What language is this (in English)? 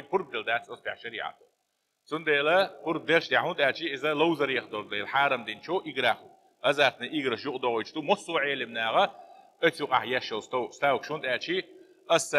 Chechen